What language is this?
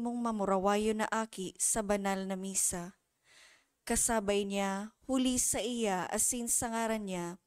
Bikol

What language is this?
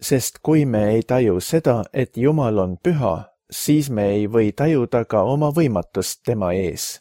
Estonian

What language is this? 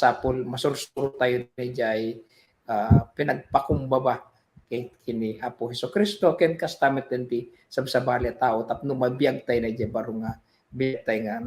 Iloko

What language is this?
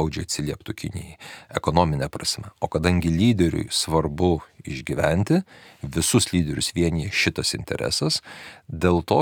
Lithuanian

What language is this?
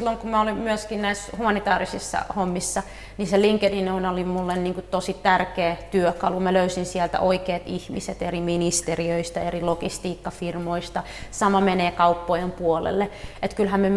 Finnish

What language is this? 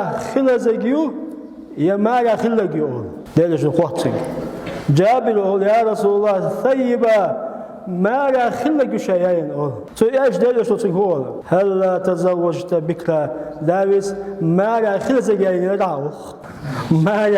Chechen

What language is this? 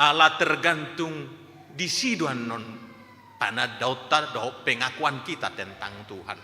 Batak Toba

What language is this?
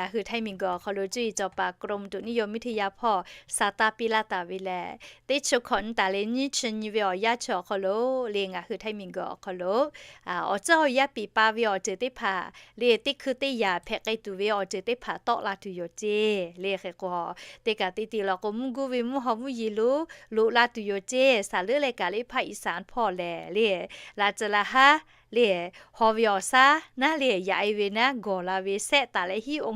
Lahu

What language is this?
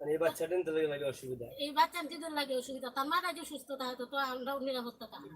Sylheti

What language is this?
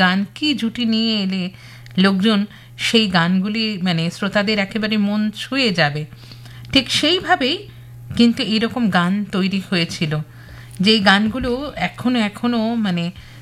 Bangla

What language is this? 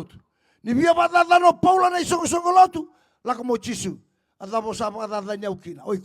Fijian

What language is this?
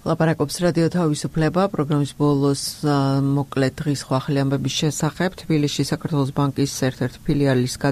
Georgian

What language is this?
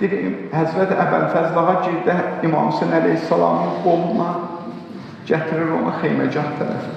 Azerbaijani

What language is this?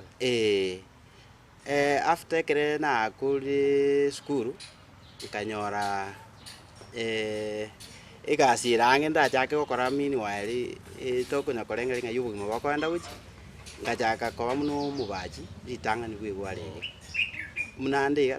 Gusii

